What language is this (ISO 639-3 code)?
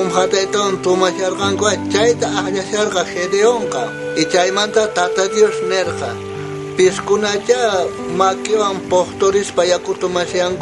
quh